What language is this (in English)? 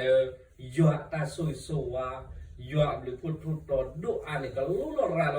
S'gaw Karen